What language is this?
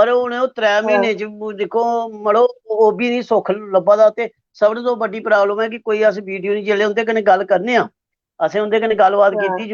Dogri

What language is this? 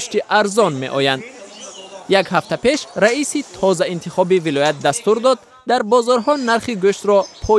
Tajik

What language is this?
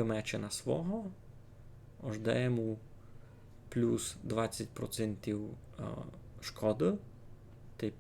Rusyn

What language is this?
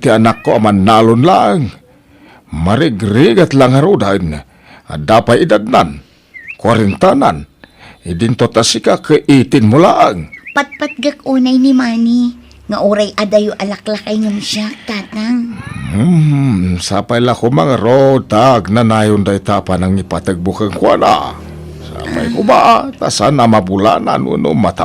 Iloko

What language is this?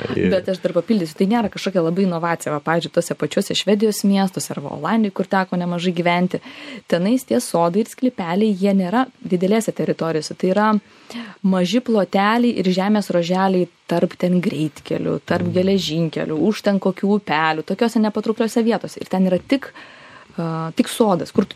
Lithuanian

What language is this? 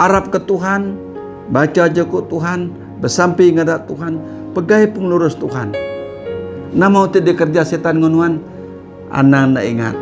Iban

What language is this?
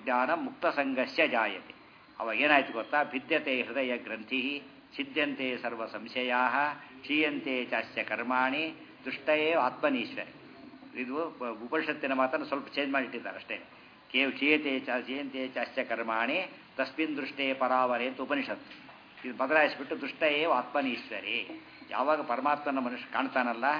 Kannada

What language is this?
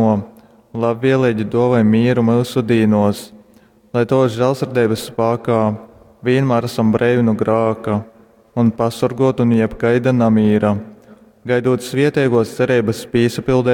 Latgalian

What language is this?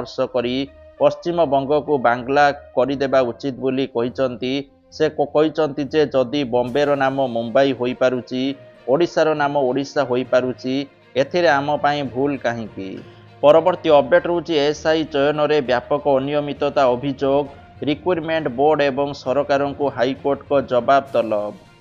Odia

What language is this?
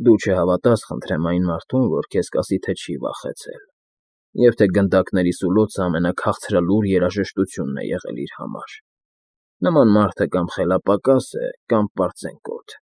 Armenian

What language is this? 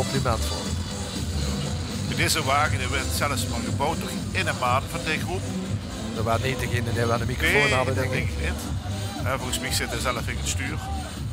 Limburgish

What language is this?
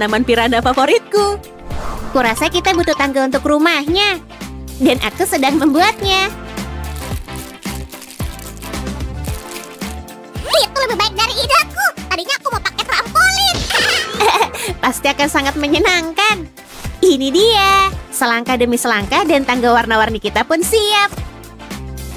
Indonesian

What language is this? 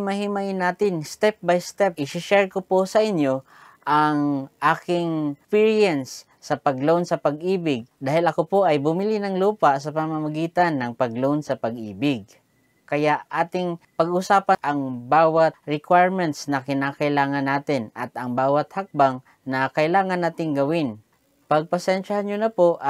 Filipino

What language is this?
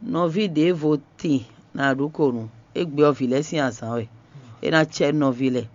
Fon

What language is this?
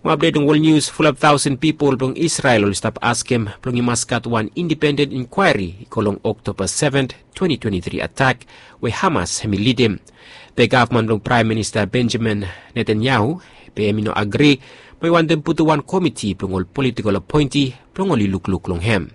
Bislama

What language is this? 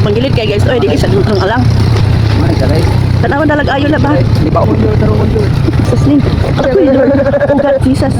Cebuano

